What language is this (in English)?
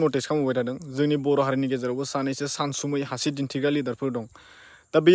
Bodo